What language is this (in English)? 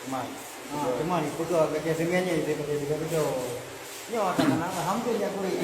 Achinese